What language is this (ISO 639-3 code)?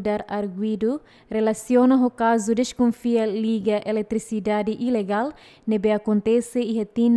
tet